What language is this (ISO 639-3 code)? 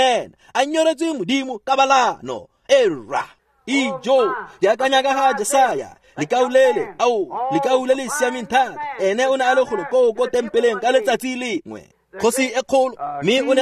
tsn